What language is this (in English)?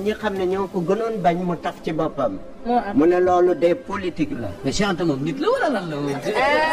Wolof